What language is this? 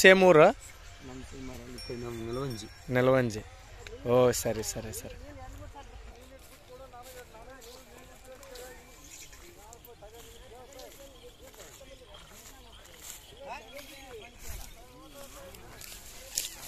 Kannada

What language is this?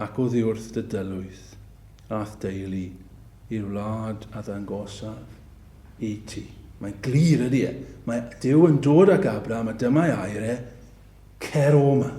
Welsh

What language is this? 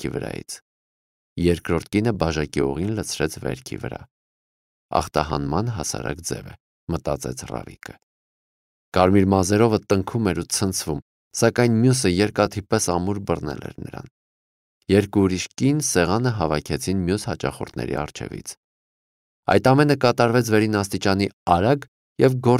Armenian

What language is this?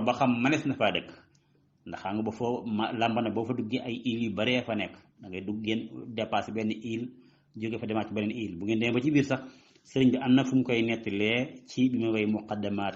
Wolof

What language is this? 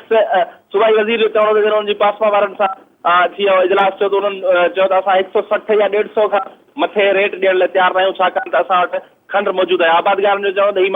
Sindhi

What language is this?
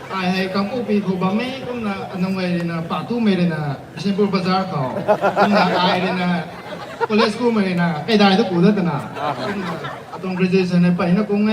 Rongmei Naga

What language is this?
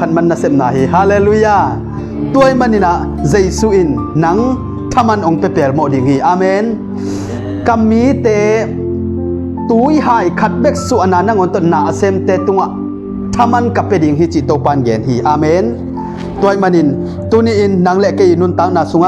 Tedim Chin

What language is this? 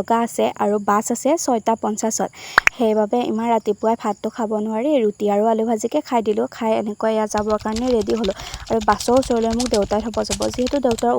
Assamese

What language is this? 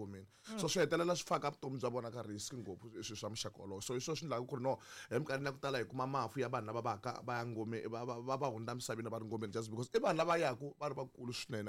Tsonga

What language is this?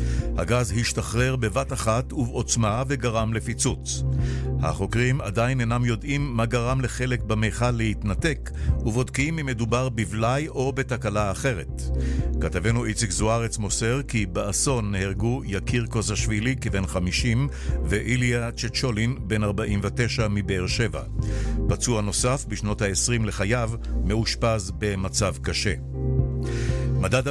Hebrew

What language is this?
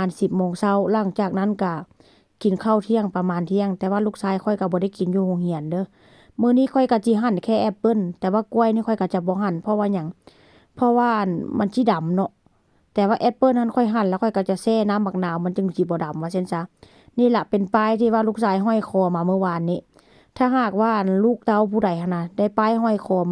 Northeastern Thai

